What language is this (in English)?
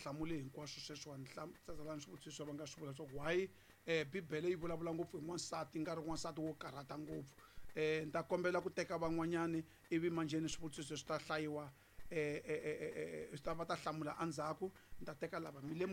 Tsonga